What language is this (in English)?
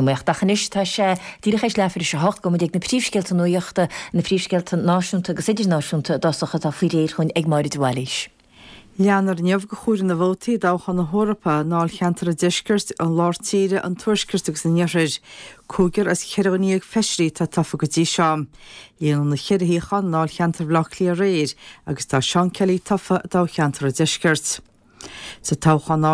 Irish